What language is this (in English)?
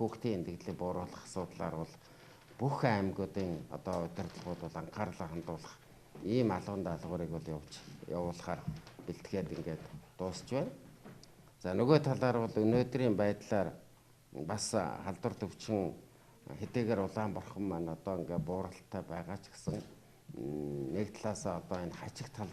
Mongolian